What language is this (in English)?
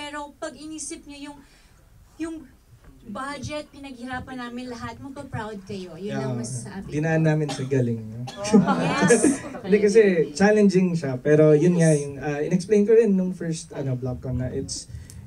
Filipino